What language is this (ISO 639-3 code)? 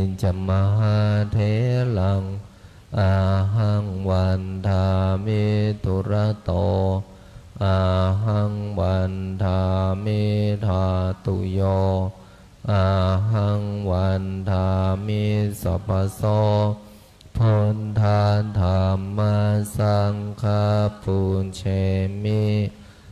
pli